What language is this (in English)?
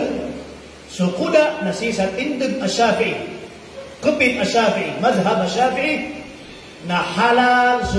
Maranao